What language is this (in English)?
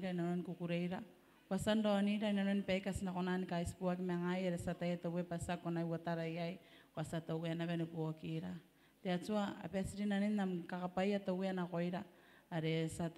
Gilbertese